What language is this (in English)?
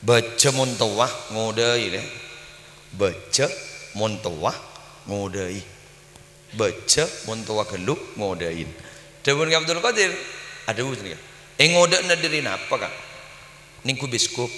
Madurese